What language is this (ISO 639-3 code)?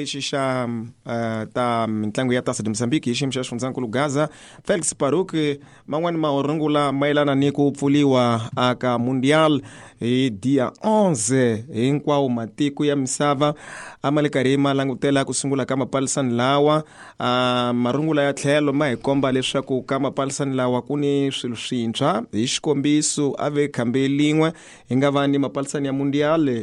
tso